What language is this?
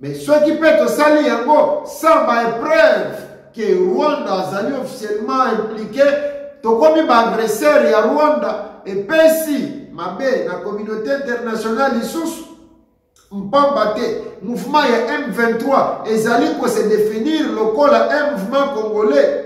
Lingala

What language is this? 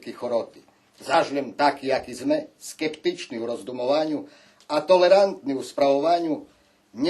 Rusyn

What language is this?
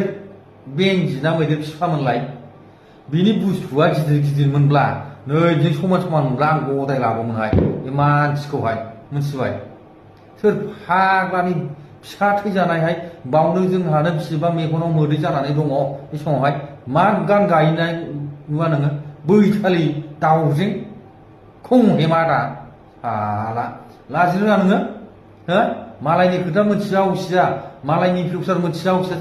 Bodo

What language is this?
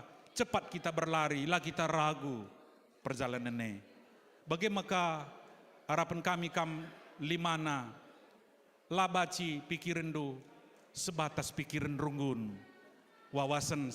Batak Karo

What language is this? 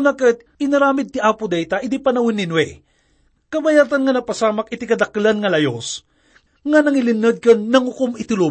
Iloko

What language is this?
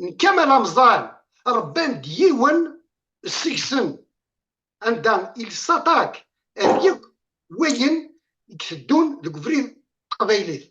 Kabyle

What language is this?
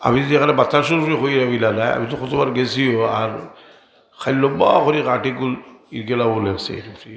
Sylheti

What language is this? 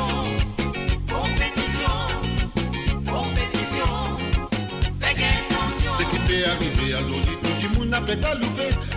Morisyen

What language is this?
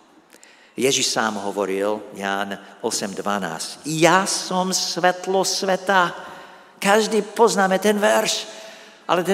Slovak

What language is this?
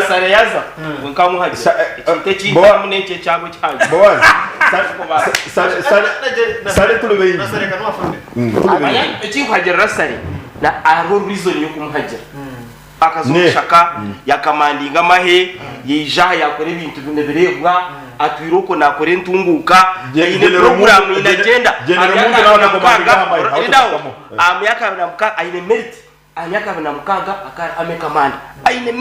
Nyankole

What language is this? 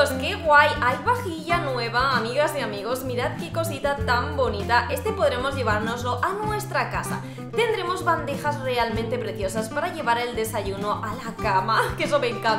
Spanish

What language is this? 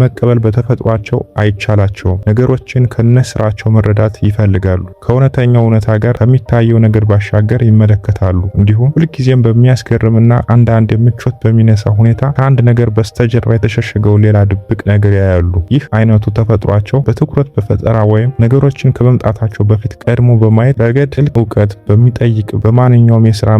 Amharic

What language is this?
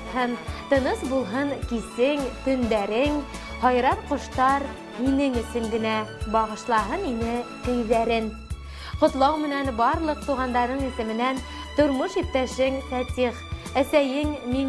Bashkir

